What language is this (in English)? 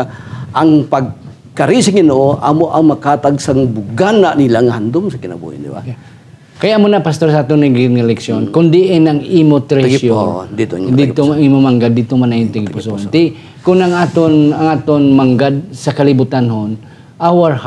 Hiligaynon